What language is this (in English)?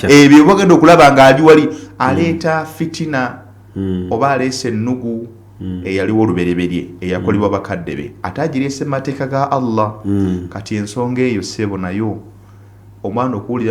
Ganda